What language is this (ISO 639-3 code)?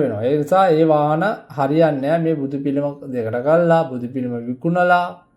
sin